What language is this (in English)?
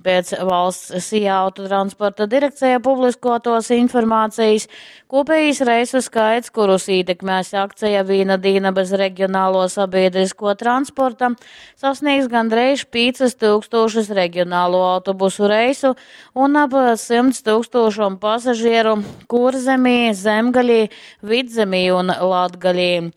Latgalian